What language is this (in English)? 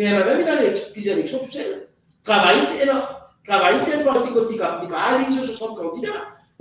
Morisyen